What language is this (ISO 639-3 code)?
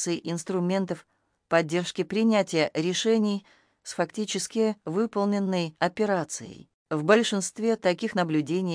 rus